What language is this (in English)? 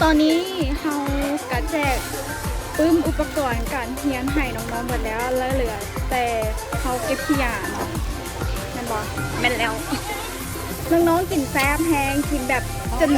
Lao